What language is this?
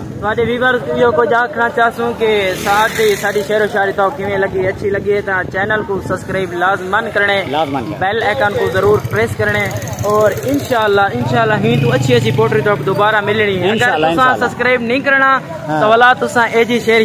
Saraiki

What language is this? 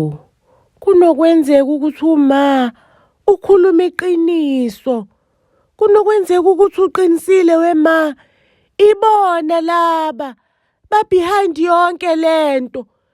Zulu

